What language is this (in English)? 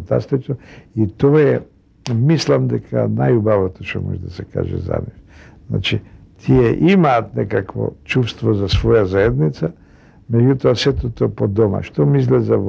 Macedonian